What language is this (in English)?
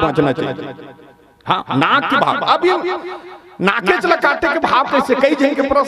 Chhattisgarhi